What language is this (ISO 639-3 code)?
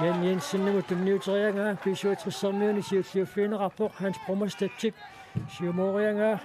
kal